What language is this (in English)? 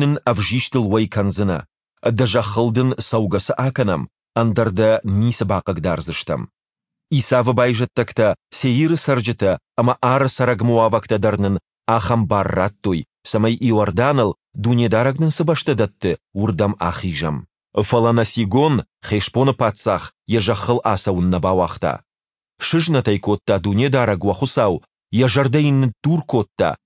Ossetic